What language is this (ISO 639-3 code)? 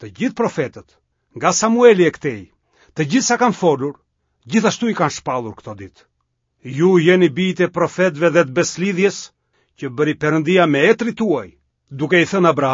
sqi